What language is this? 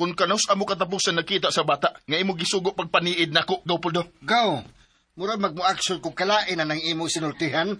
Cebuano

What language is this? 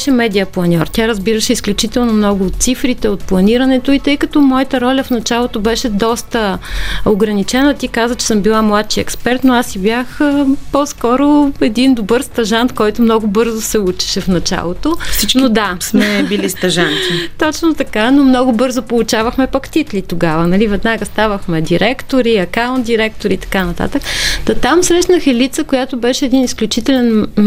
Bulgarian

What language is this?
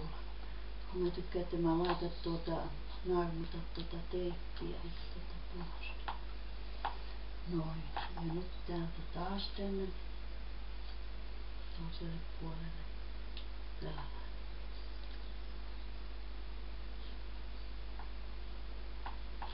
Finnish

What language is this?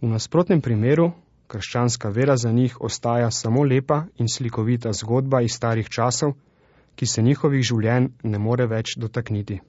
Slovenian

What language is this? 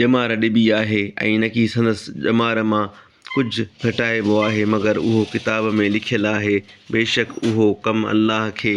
Sindhi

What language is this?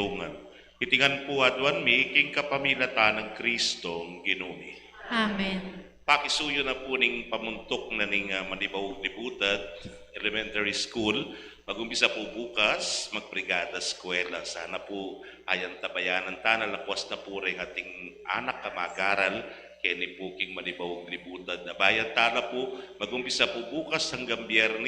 Pampanga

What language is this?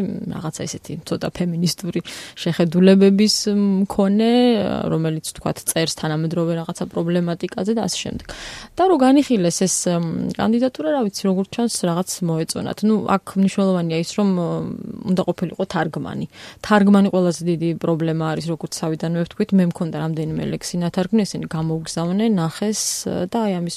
Georgian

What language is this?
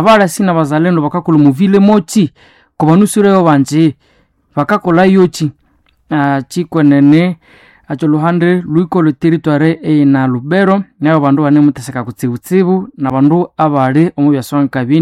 Nande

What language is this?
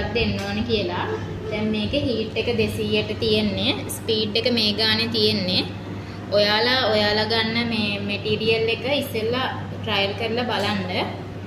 Sinhala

